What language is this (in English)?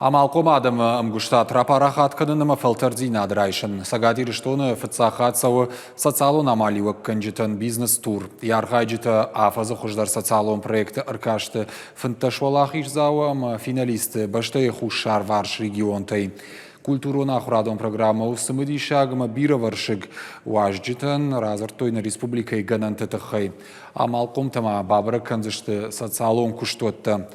Ossetic